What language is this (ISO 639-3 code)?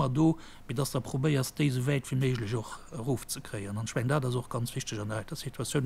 ltz